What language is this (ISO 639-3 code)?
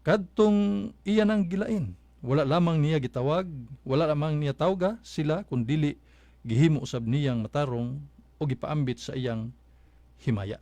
ceb